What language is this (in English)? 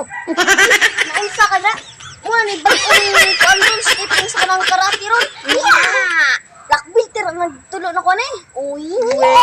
Cebuano